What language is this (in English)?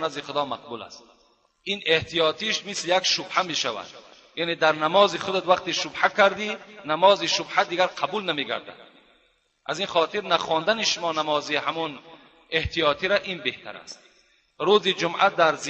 Tajik